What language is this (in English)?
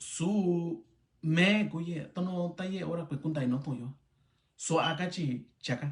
Mixtepec Mixtec